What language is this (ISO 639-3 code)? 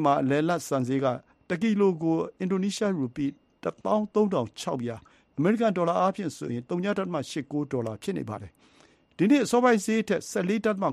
mya